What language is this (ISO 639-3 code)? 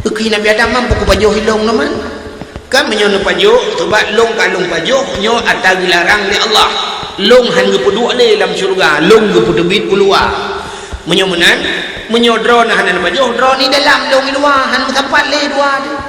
ace